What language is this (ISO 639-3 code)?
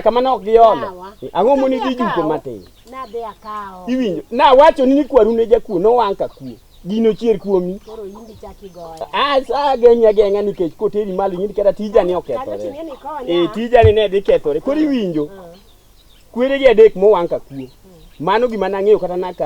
luo